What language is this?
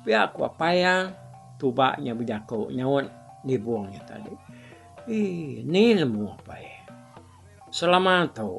Iban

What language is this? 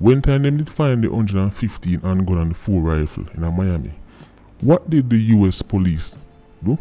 Jamaican Creole English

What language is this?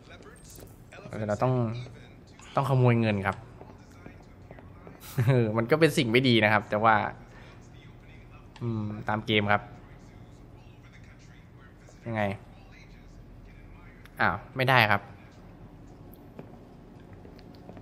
Thai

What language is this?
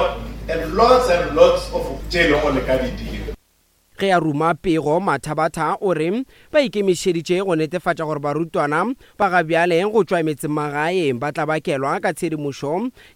Northern Sotho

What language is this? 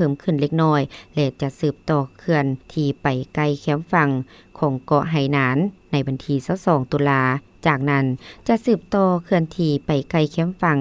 Lao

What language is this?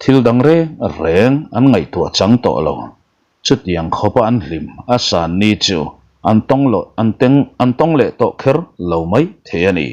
Mizo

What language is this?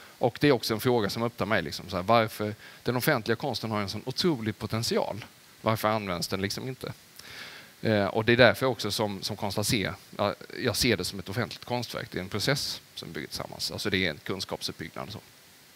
Swedish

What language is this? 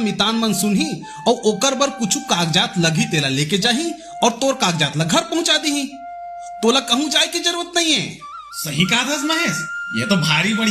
Chhattisgarhi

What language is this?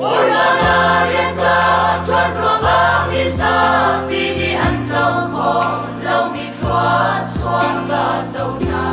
Falam Chin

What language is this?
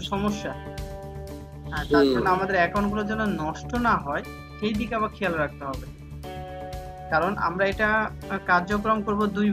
Bangla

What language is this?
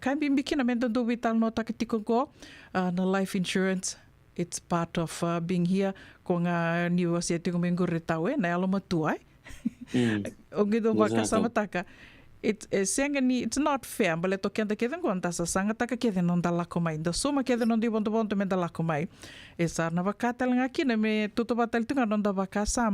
Fijian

